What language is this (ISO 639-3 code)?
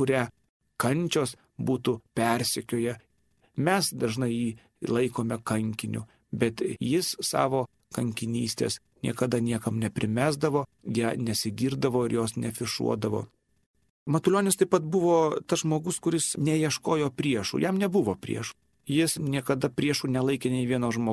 lit